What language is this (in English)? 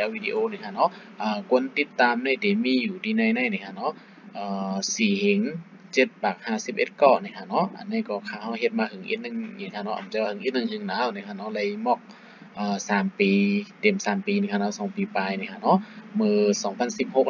Shan